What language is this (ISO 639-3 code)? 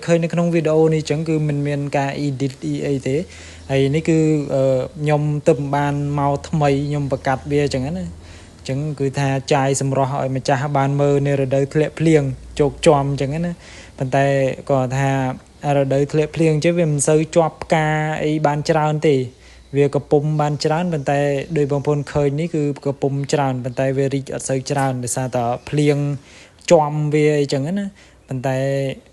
khm